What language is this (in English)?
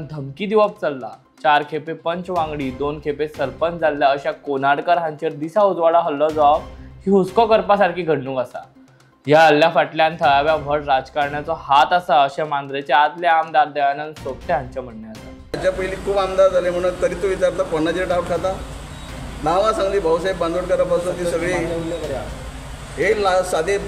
Konkani